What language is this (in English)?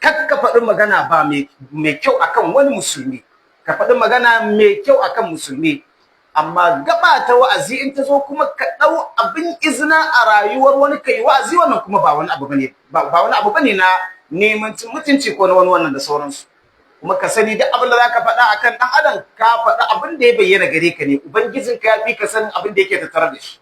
Hausa